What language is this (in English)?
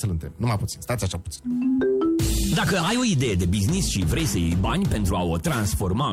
Romanian